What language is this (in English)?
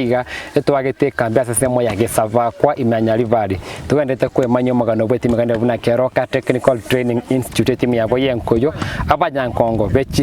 Gusii